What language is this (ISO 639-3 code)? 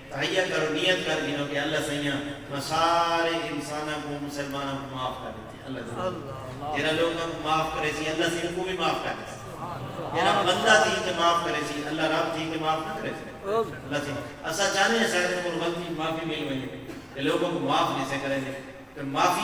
skr